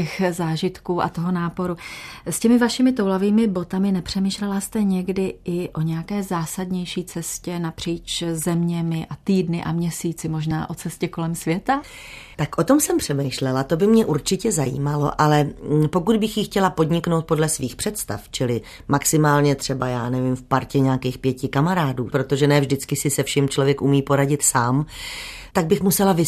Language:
Czech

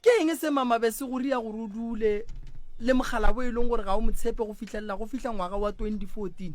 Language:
Northern Sotho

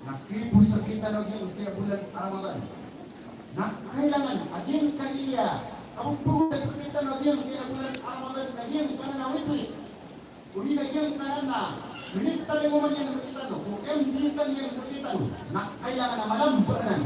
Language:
Maranao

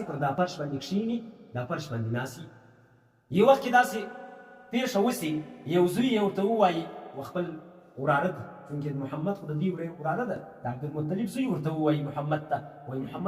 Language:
Pashto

